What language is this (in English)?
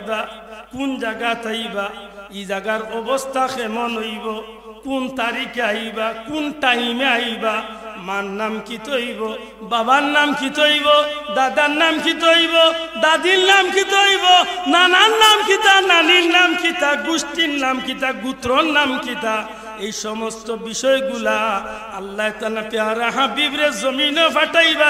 Sylheti